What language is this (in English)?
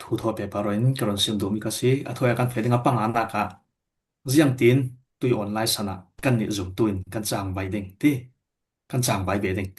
Falam Chin